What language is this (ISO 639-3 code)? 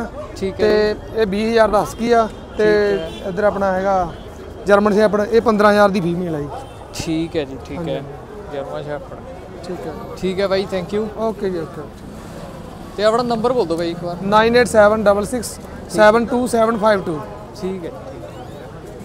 pan